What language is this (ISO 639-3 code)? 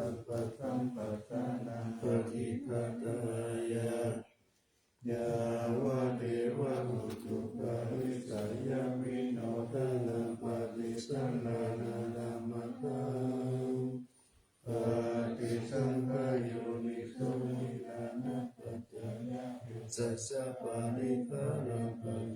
pli